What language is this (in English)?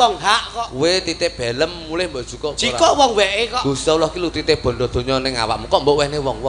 Javanese